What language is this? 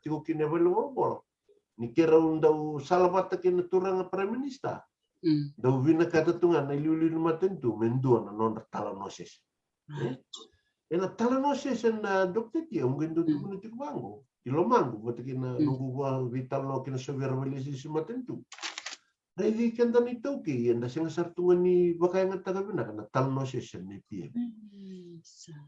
Fijian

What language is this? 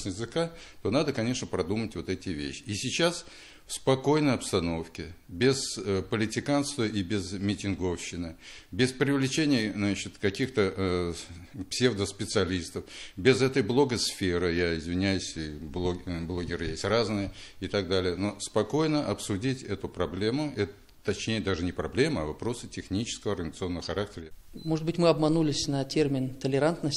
Russian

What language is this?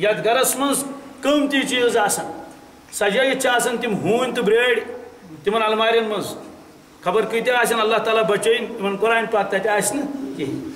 Kashmiri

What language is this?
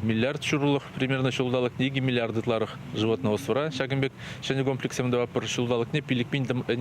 Chuvash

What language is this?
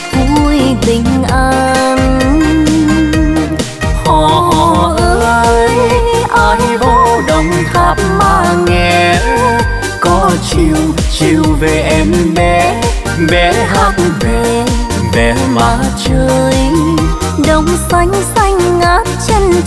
Vietnamese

